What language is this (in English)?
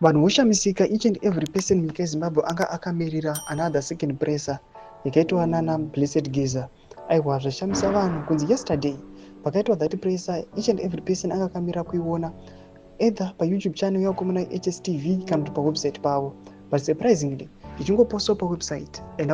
Shona